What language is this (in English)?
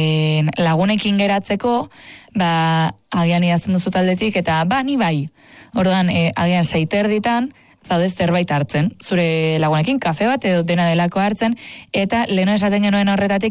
Basque